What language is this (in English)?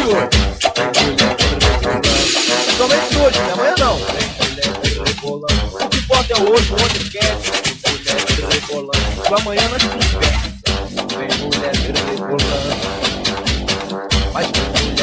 Portuguese